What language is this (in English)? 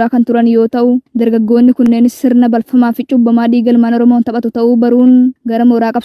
Oromo